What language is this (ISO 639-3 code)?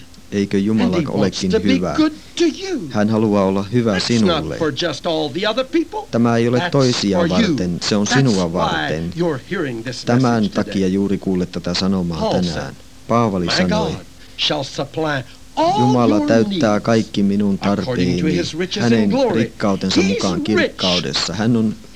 fin